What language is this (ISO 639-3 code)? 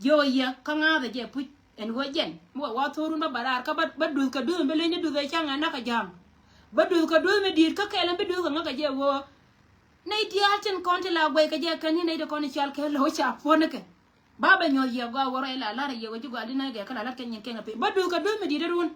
nus